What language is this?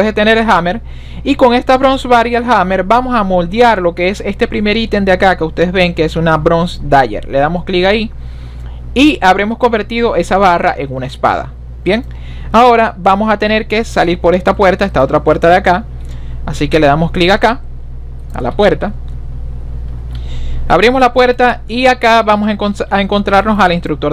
Spanish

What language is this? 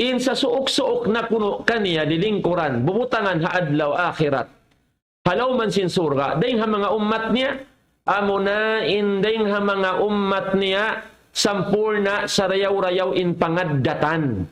Tausug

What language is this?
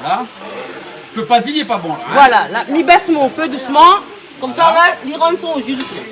Réunion Creole French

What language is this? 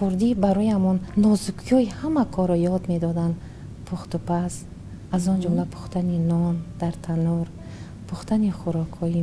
Tajik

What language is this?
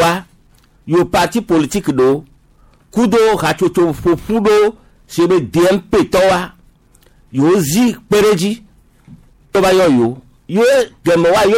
Gen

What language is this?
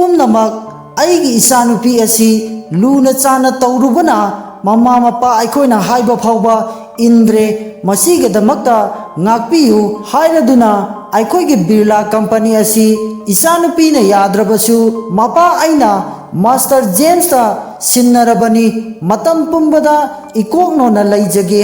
Manipuri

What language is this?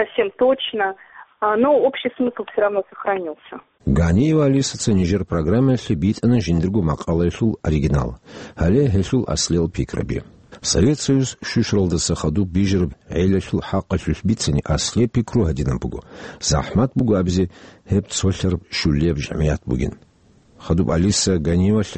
Avaric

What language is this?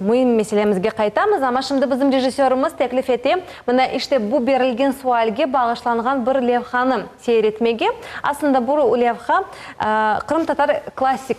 Crimean Tatar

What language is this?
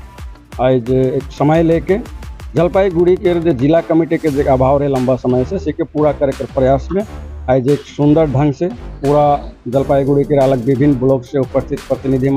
Sadri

